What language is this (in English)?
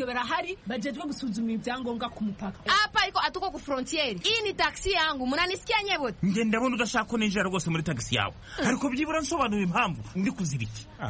Kinyarwanda